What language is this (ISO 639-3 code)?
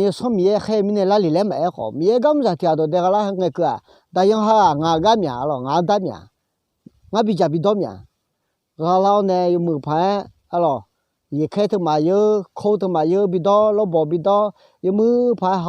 ahk